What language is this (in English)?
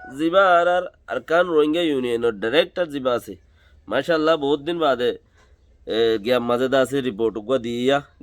Rohingya